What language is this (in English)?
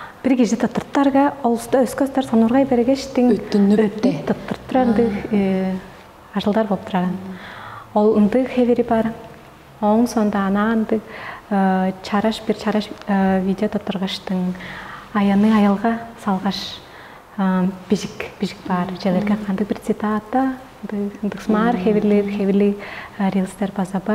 Tuvinian